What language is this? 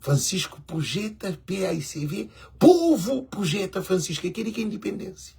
Kabuverdianu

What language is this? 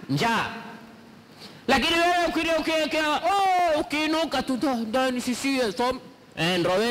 Swahili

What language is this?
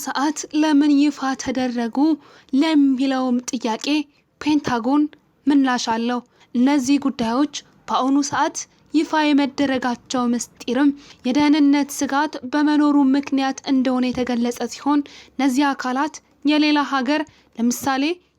Amharic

